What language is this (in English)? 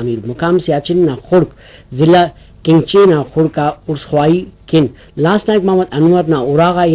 Brahui